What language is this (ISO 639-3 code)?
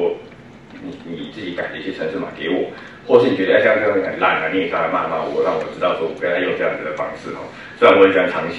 zho